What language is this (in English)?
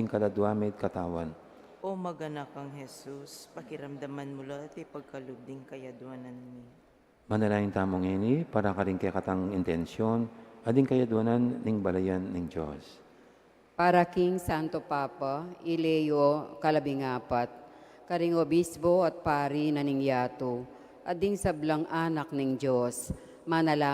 Pampanga